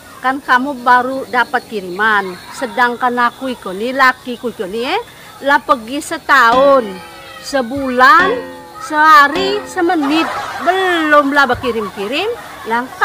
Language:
Musi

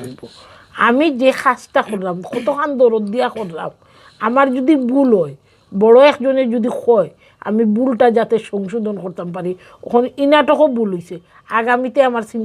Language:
Sylheti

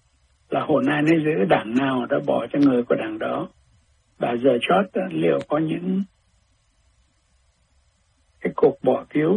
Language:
Vietnamese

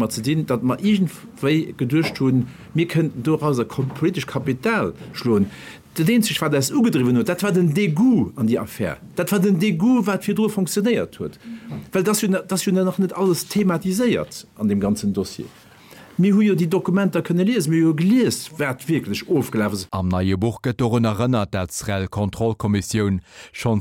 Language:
Luxembourgish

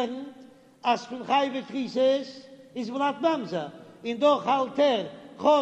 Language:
Yiddish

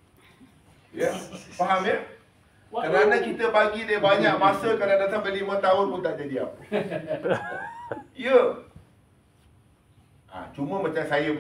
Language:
Malay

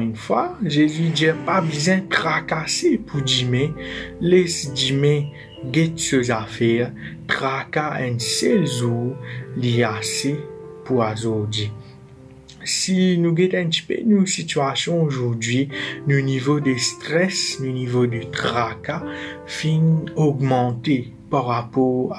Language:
Morisyen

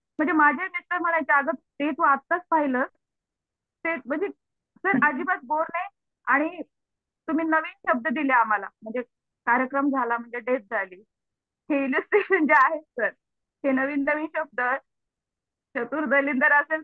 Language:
Marathi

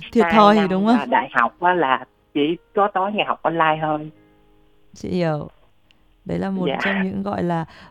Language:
Vietnamese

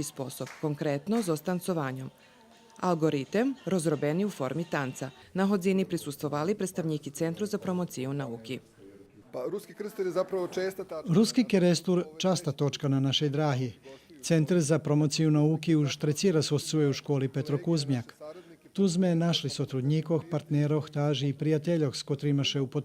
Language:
Rusyn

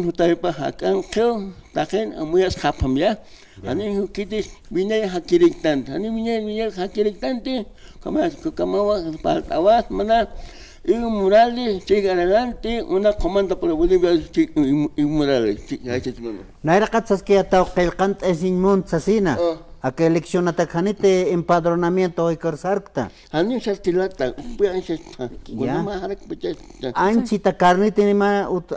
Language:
Aymara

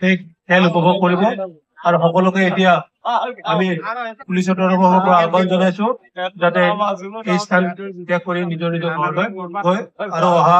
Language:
Assamese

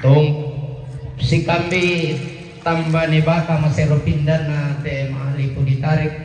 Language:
Toraja-Sa'dan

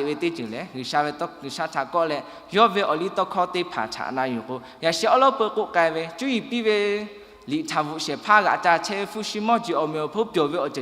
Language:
Lahu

